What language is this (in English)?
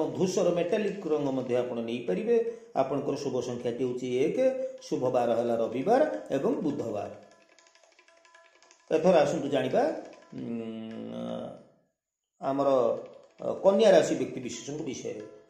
Odia